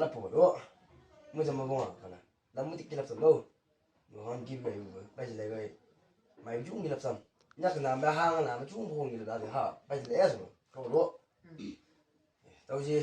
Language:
Chang Naga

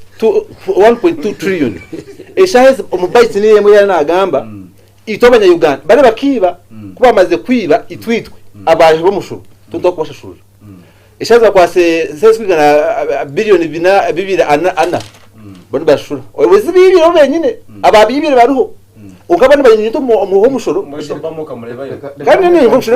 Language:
Nyankole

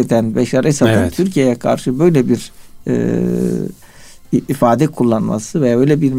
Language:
Turkish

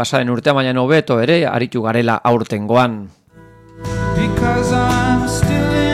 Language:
Basque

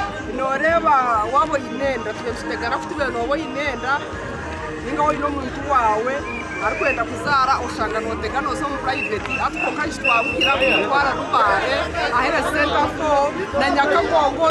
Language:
Nyankole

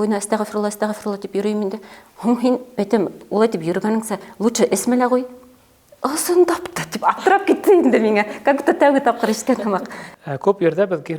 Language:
Bashkir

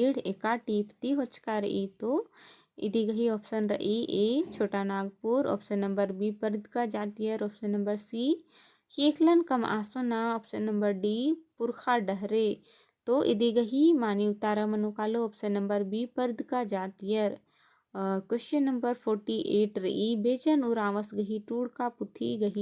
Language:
Kurukh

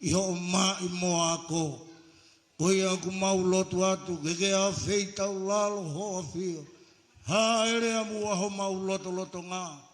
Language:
Tongan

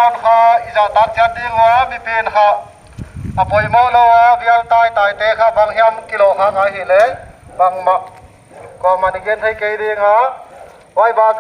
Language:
Paite Chin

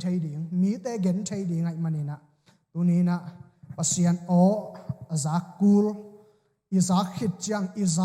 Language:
Tedim Chin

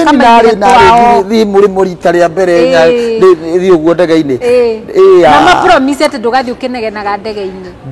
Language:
Kikuyu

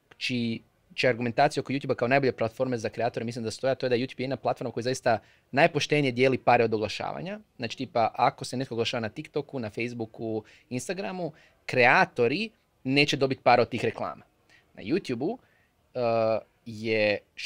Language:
Croatian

